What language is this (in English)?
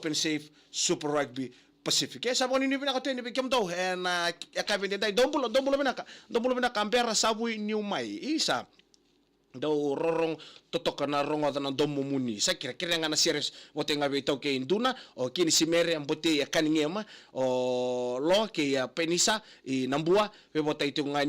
Fijian